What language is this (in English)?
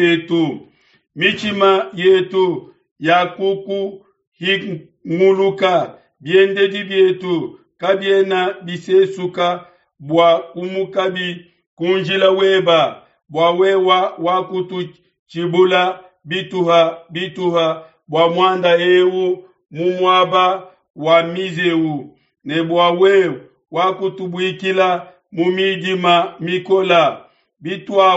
Luba-Lulua